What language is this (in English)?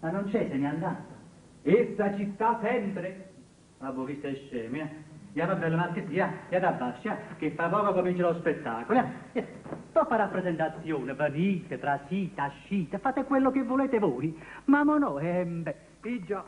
Neapolitan